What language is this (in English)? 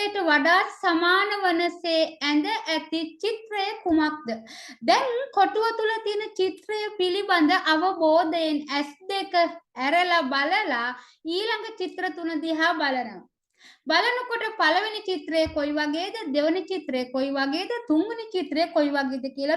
Sinhala